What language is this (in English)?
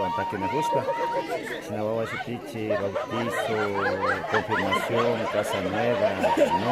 Imbabura Highland Quichua